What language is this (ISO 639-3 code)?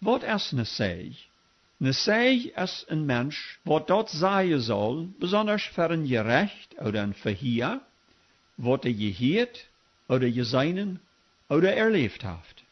pdt